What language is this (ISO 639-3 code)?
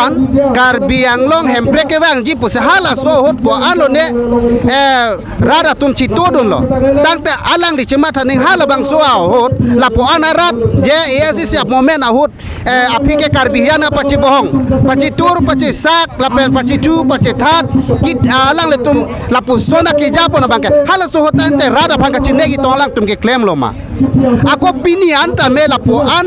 mjw